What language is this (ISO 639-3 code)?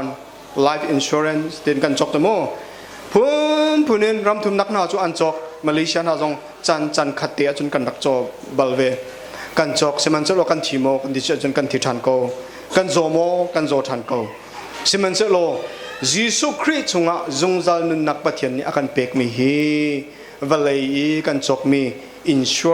cnh